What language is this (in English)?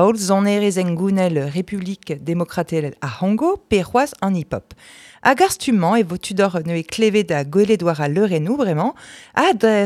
Breton